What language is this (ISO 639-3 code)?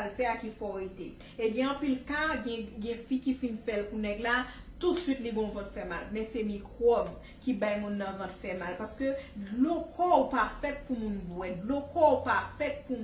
hat